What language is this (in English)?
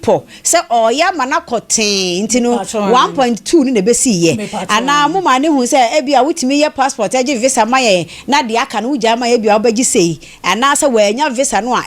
Akan